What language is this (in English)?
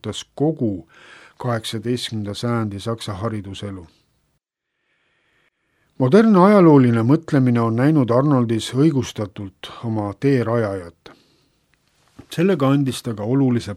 Estonian